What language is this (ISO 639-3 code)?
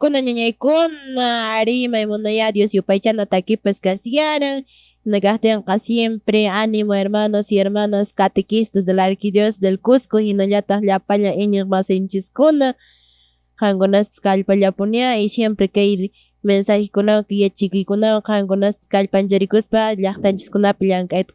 que